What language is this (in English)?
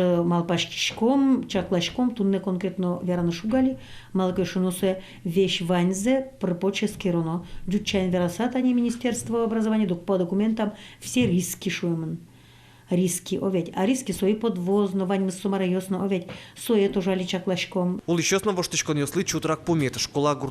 Udmurt